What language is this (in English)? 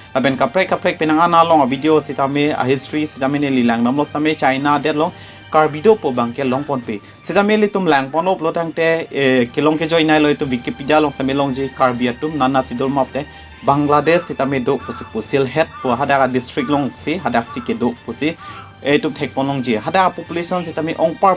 Karbi